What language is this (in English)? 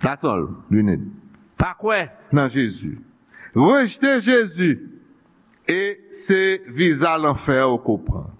Haitian Creole